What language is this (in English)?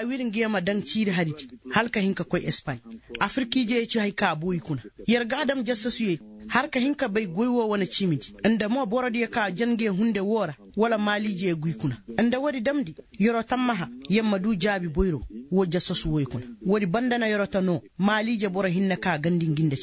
Koyraboro Senni